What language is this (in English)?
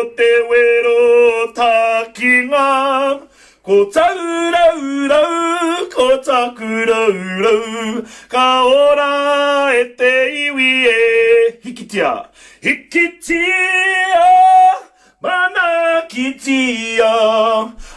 Māori